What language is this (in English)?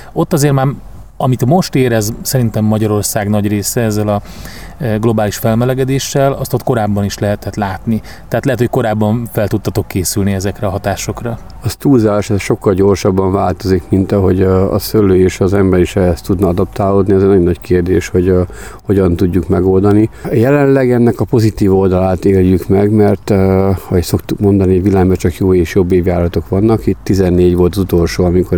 Hungarian